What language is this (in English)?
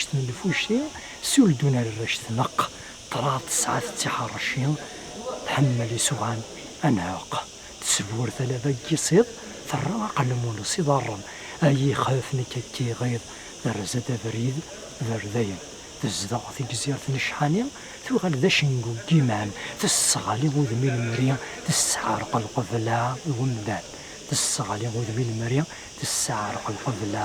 Kabyle